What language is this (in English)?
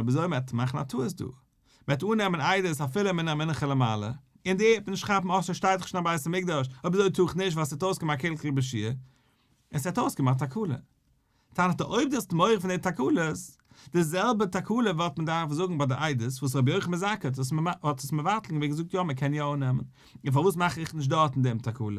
Yiddish